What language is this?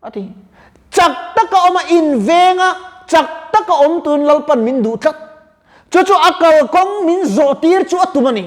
Mizo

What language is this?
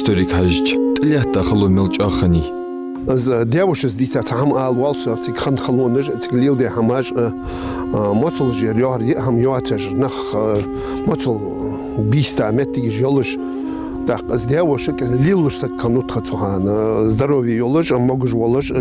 Ingush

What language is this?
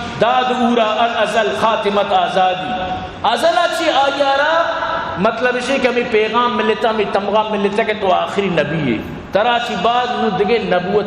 Eastern Balochi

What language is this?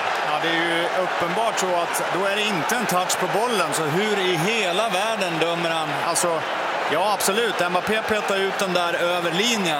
Swedish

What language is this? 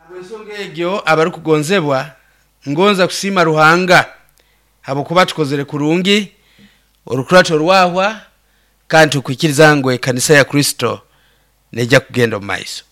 Nyoro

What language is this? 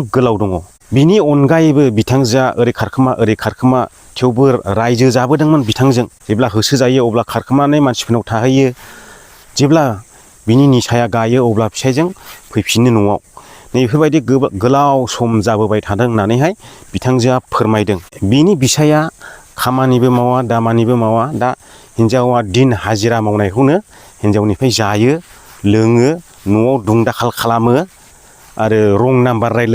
Bodo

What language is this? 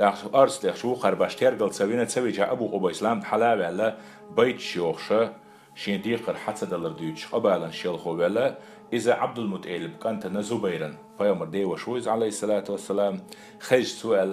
Chechen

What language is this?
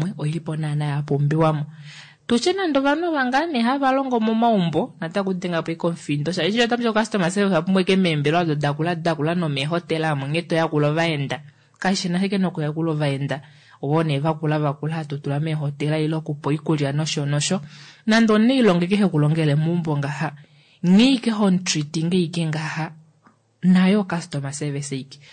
Kuanyama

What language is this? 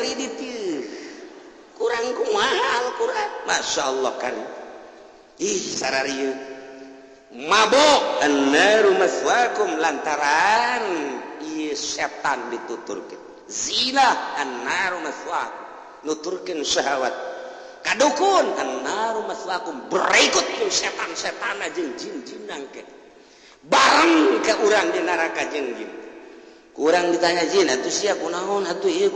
Sundanese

